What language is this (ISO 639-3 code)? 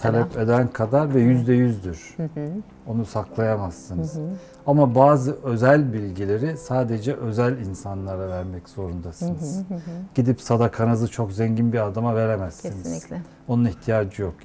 tur